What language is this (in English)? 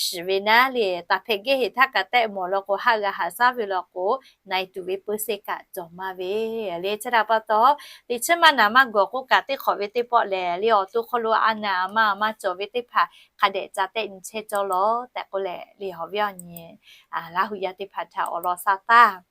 Lahu